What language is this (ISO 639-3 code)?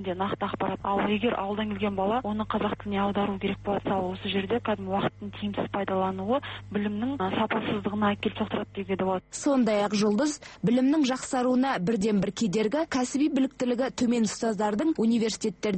kaz